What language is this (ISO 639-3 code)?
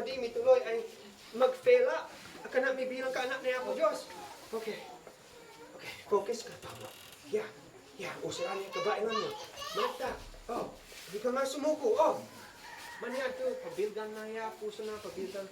isd